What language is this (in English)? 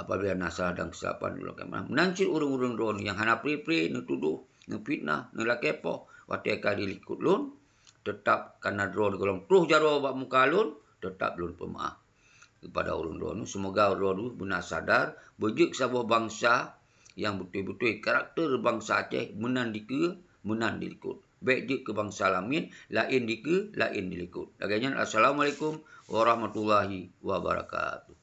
Achinese